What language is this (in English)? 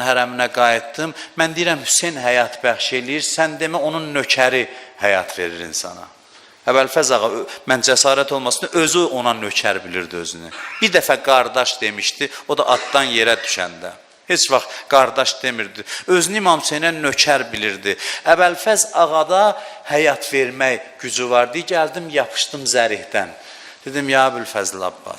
Azerbaijani